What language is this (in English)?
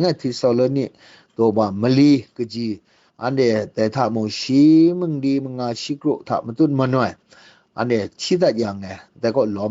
Kachin